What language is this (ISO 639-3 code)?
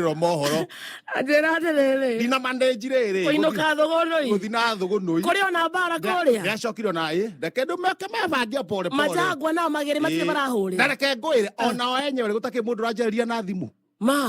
kik